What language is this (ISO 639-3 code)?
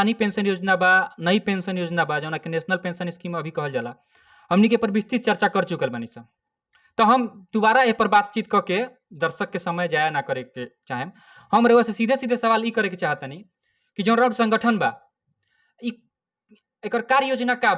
bho